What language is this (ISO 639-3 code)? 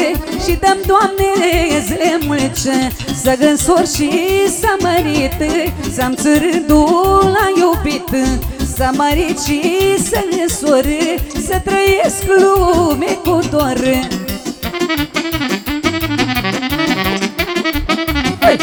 ron